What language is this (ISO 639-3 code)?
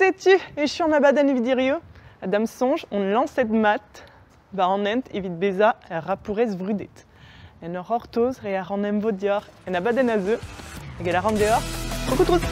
bre